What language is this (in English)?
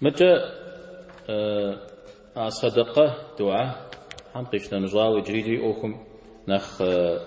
Kabardian